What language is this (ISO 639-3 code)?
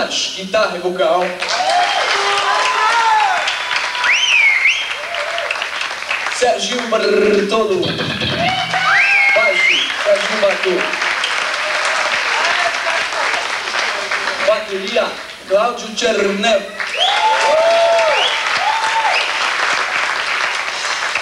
por